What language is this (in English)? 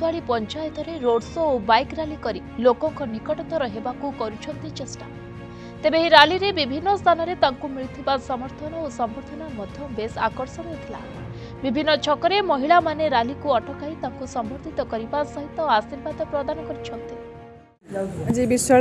Odia